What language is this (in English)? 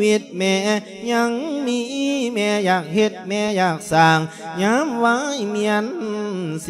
Lao